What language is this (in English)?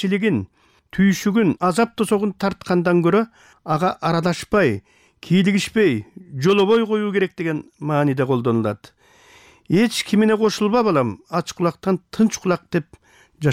Kyrgyz